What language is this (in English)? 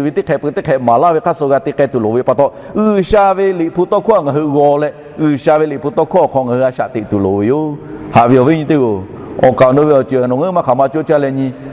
Lahu